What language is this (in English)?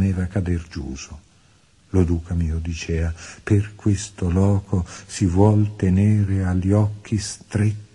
Italian